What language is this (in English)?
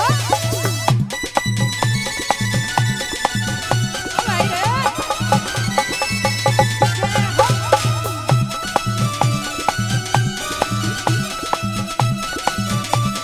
Haryanvi